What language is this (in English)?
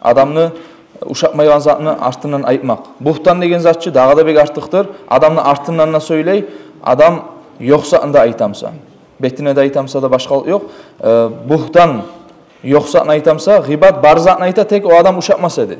Kumyk